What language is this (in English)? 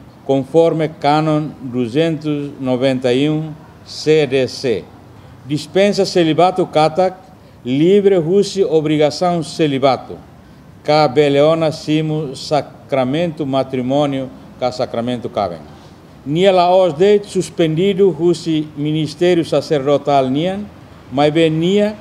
Tetum